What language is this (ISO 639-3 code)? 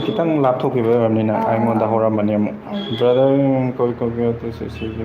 mni